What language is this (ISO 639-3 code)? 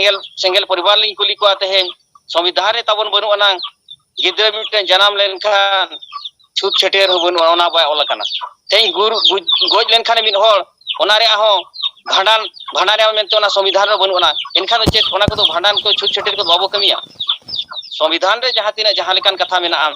sat